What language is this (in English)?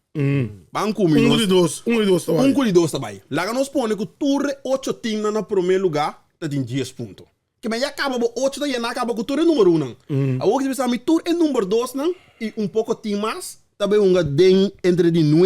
Papiamento